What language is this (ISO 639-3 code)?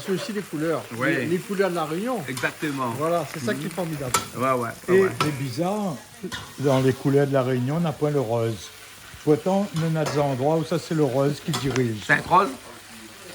rcf